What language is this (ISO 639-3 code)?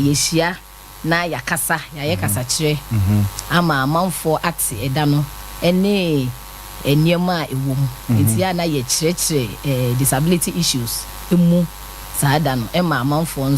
aka